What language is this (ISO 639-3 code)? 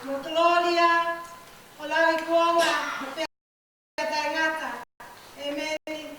ton